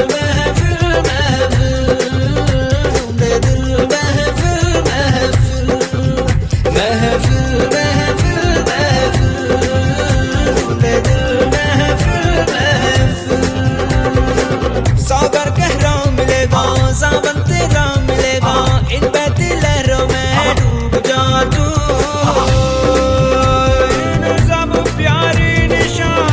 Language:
Lambadi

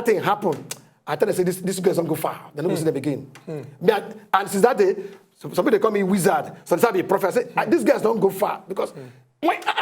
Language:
Nigerian Pidgin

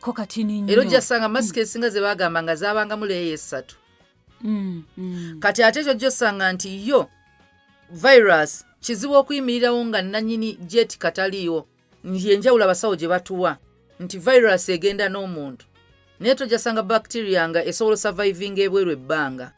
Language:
Ganda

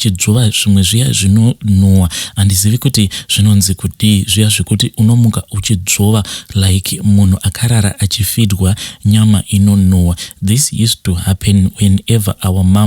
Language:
Shona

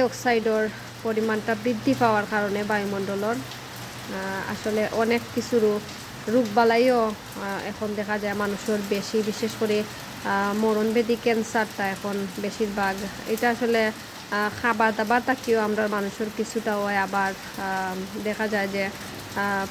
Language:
Sylheti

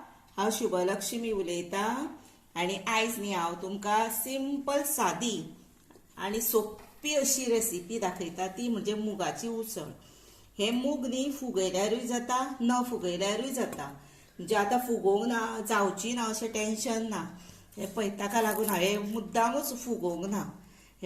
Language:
Konkani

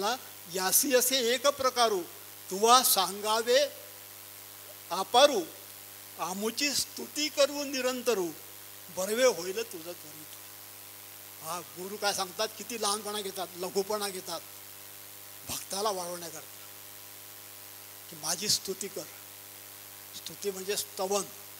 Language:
Marathi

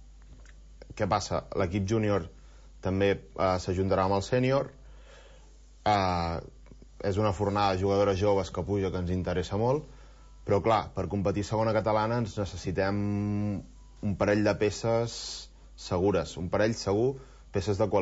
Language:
Catalan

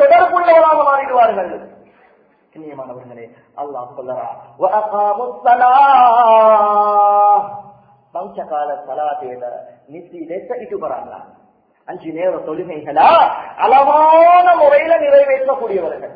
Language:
Tamil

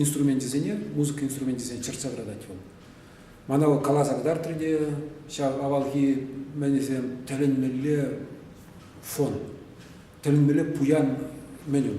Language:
Chuvash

